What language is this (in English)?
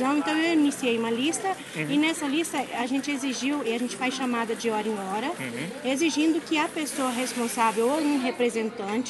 Portuguese